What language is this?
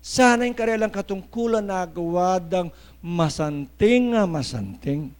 Pampanga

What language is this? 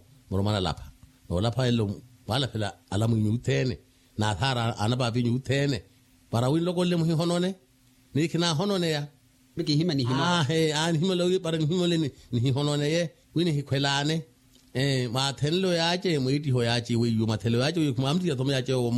Makhuwa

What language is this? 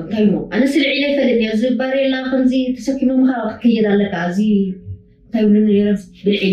Tigrinya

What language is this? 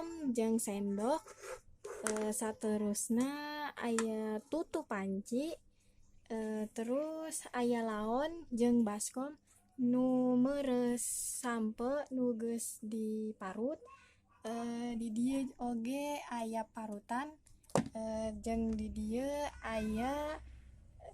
Sundanese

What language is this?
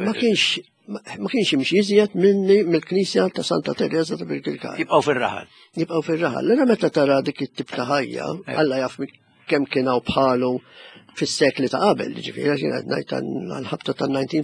Maltese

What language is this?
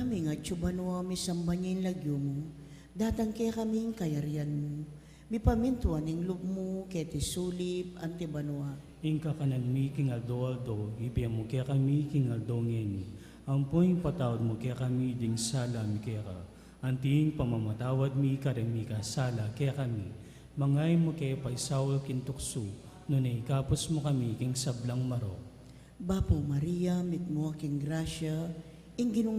Pampanga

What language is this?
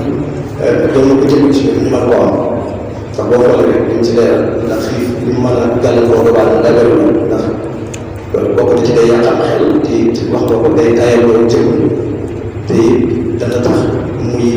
Wolof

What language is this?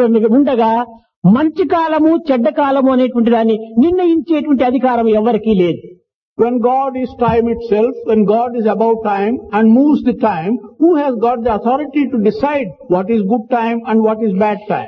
Telugu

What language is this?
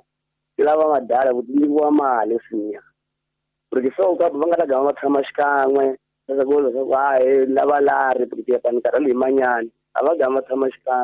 Tsonga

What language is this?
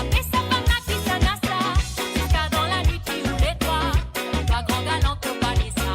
Morisyen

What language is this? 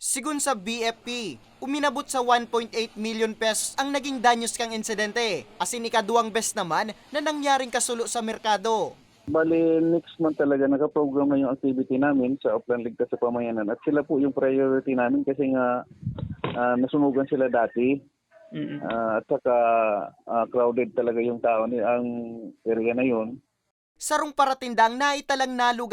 Bikol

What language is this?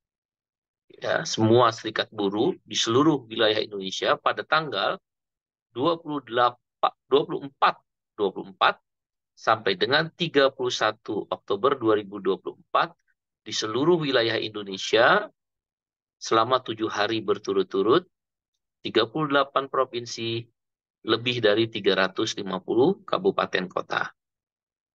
Indonesian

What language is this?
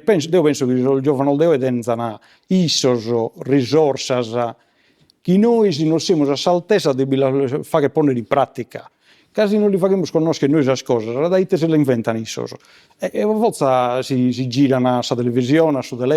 Sardinian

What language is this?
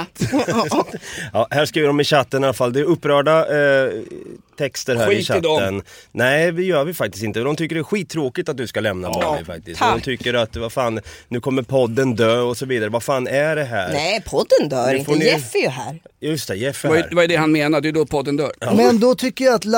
Swedish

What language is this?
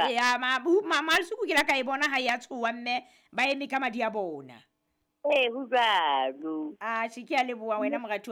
Southern Sotho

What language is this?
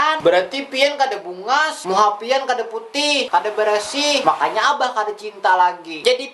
Banjar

